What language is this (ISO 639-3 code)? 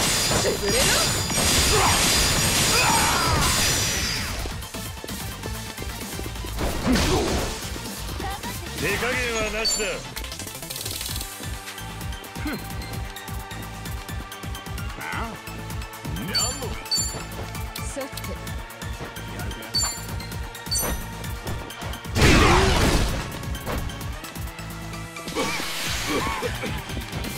jpn